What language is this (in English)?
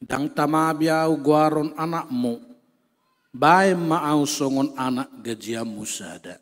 Batak Toba